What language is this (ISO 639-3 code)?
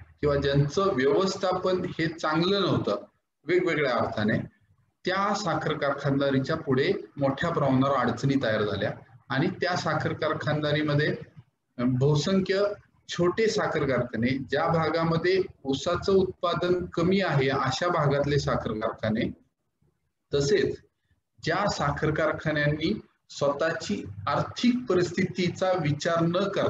mar